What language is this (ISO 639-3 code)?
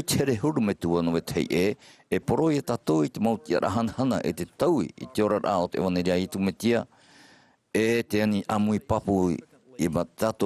tah